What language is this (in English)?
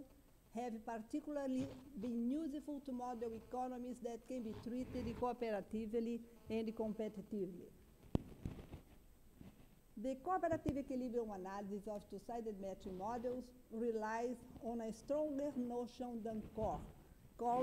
English